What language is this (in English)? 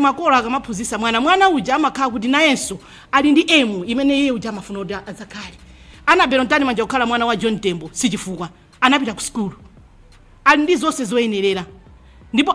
Nyanja